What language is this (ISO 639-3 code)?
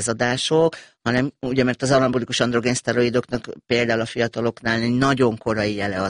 hun